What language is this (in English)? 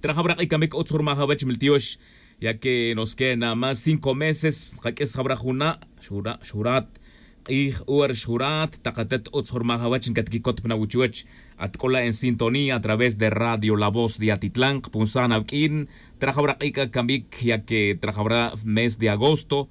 Tz'utujil